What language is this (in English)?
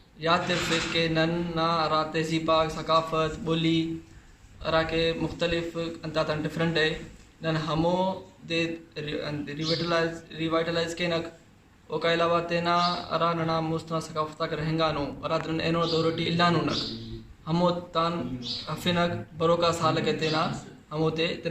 Brahui